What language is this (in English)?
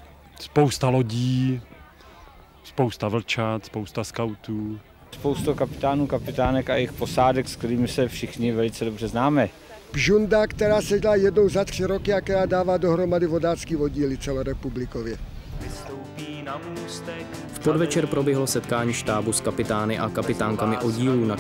Czech